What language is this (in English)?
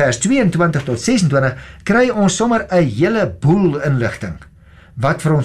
Afrikaans